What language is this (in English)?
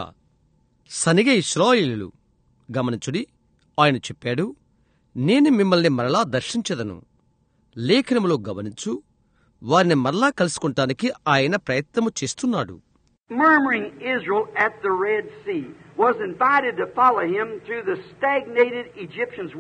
Telugu